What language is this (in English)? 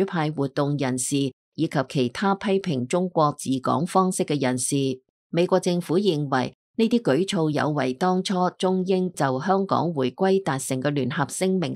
Cantonese